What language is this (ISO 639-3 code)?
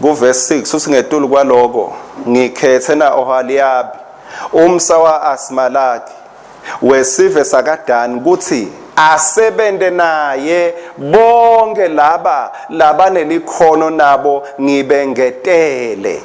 ssw